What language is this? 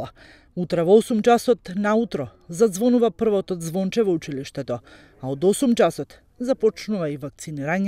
Macedonian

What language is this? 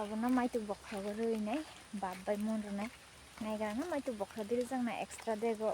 Kok Borok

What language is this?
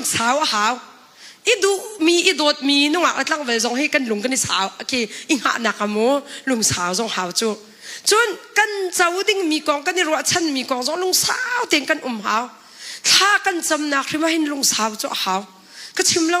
Hakha Chin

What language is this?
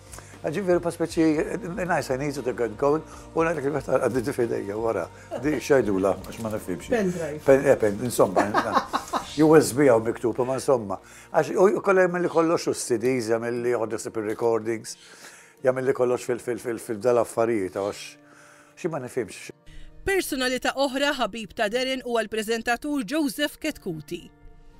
Maltese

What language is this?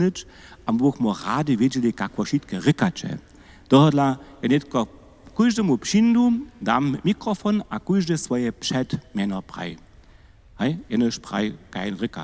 Upper Sorbian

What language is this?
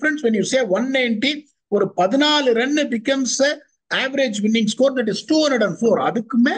Tamil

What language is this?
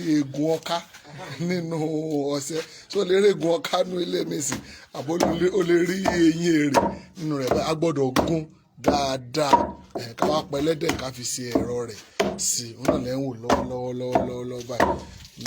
Yoruba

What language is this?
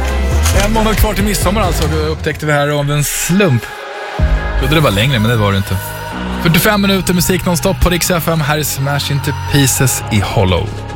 Swedish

